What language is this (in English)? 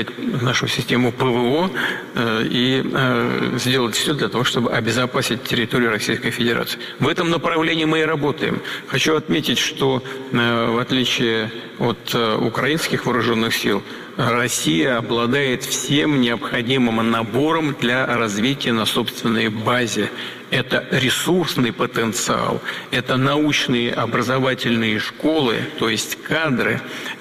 Russian